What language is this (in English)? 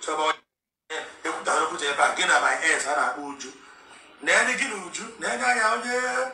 Igbo